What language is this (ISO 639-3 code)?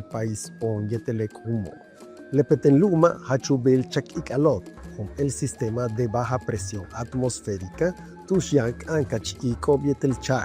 yua